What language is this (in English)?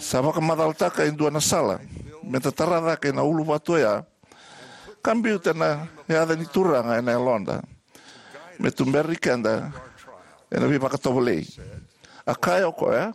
Fijian